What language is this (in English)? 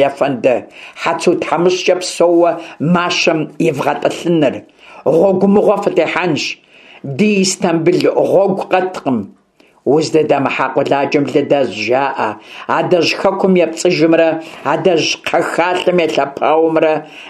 Kabardian